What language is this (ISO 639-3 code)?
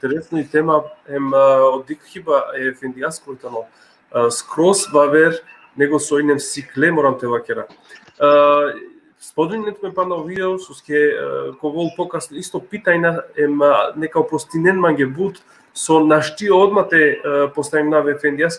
rmn